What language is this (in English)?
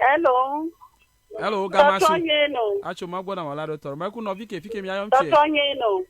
Ewe